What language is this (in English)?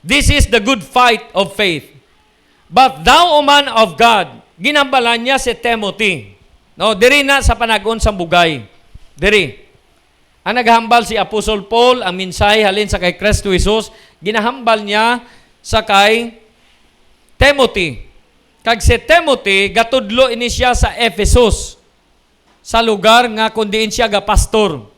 Hiligaynon